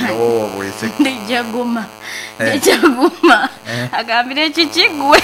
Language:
Nyankole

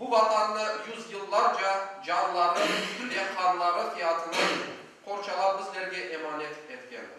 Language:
Crimean Tatar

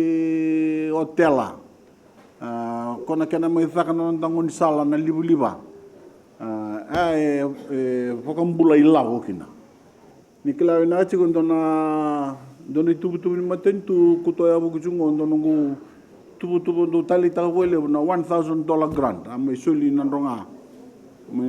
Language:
Fijian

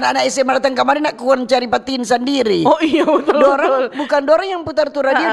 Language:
Manado Malay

